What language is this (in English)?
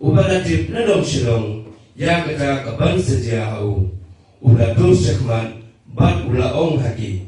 Khasi